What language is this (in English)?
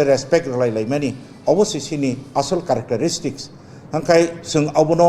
Kok Borok